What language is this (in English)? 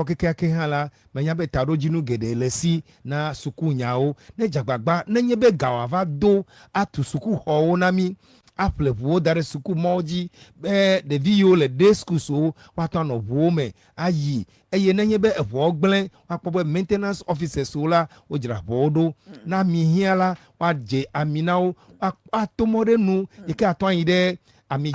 Ewe